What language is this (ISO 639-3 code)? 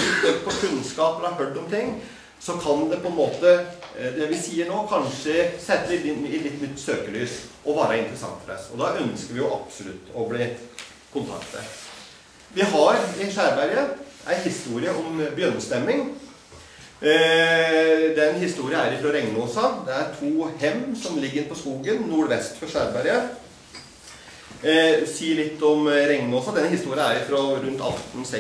nor